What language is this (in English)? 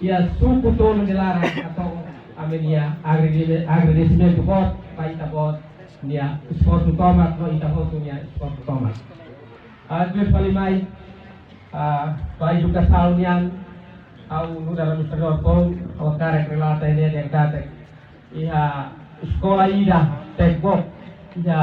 Tetum